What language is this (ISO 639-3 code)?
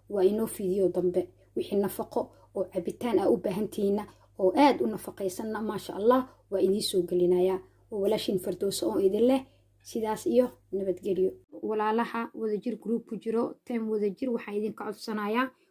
som